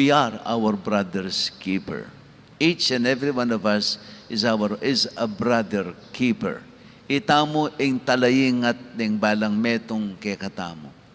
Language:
Pampanga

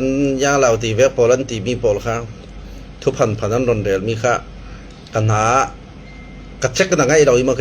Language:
Falam Chin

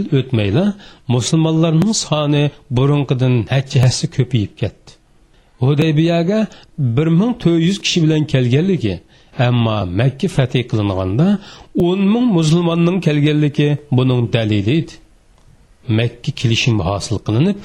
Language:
Uyghur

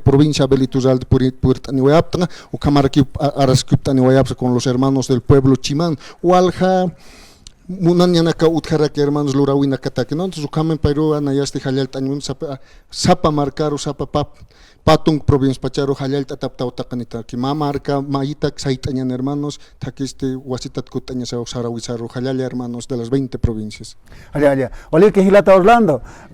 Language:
Aymara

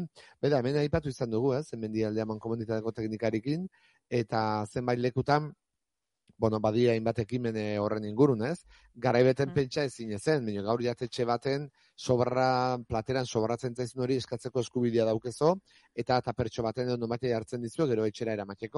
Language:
Basque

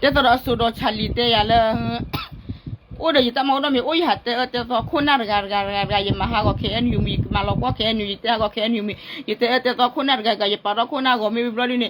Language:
S'gaw Karen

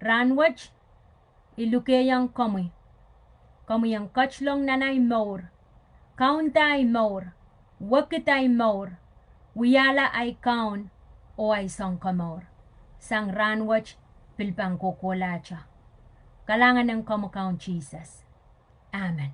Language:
Pohnpeian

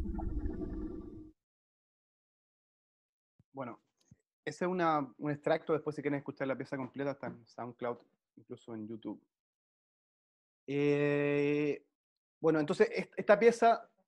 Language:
Spanish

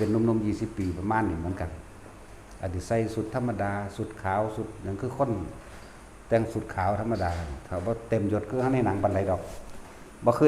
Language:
Northeastern Thai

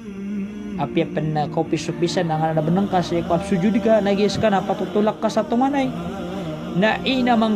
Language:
Maranao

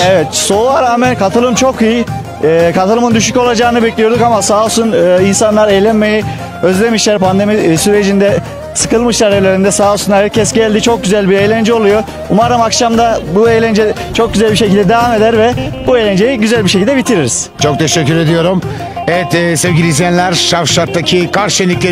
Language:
Turkish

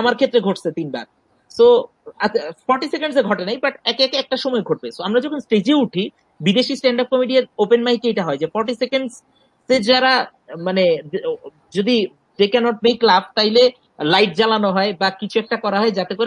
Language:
Bangla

